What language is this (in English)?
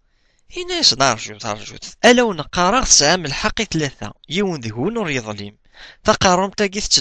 Kabyle